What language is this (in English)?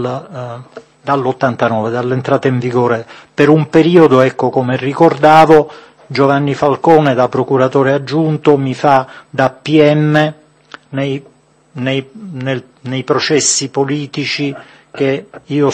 Italian